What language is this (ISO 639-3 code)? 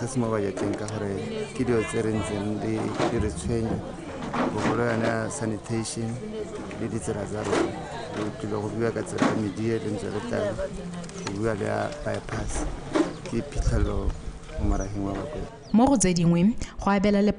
tsn